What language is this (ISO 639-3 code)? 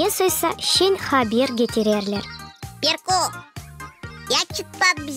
gag